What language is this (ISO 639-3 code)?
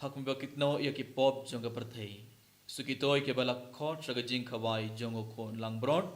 kha